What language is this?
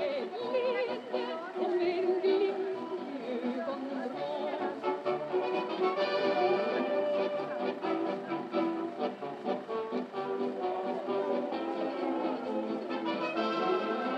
Swedish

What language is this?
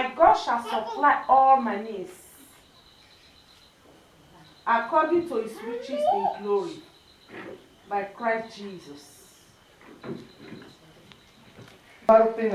Tamil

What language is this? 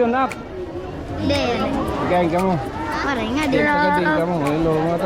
Waray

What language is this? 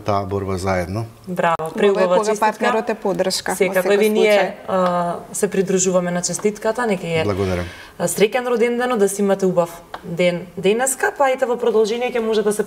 Macedonian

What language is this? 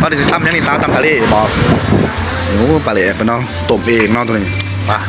Northeastern Thai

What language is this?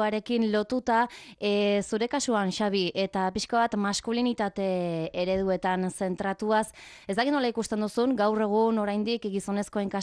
Basque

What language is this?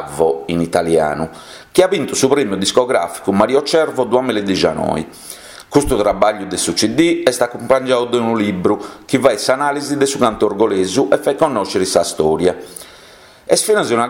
Sardinian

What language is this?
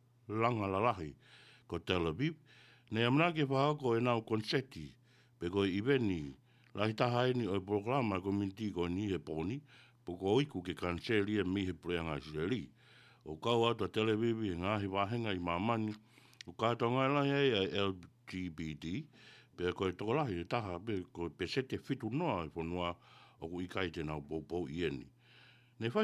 Tongan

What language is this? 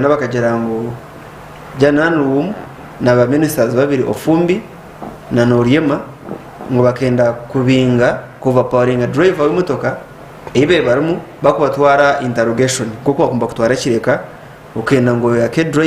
Nyankole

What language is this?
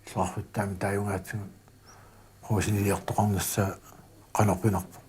Kalaallisut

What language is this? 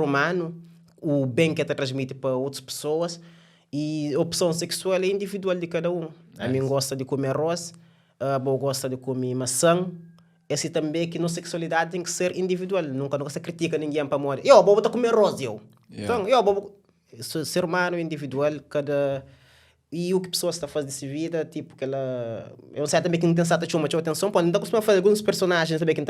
Kabuverdianu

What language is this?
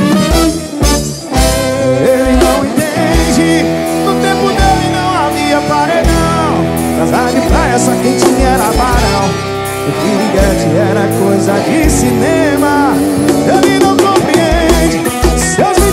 Portuguese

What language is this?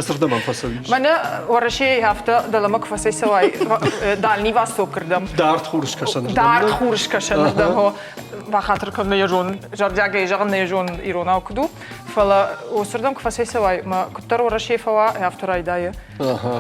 Ossetic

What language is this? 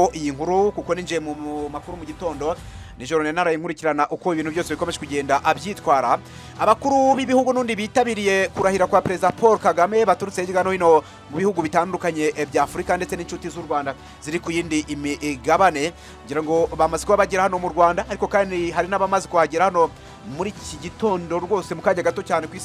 Kinyarwanda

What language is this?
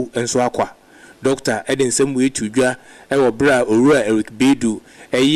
Akan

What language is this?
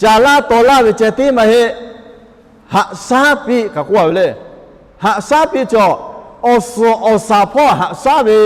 Lahu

